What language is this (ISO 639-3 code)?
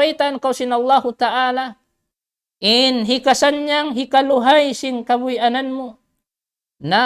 tsg